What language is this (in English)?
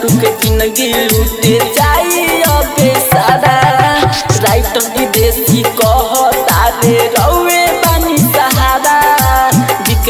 Bhojpuri